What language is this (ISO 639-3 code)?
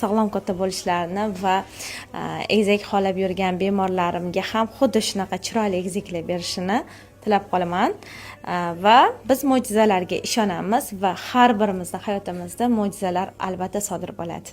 uzb